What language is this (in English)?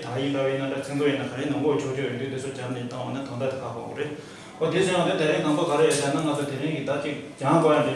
Tibetan